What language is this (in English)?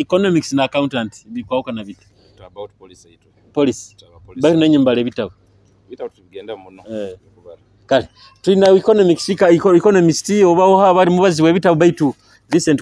Nyoro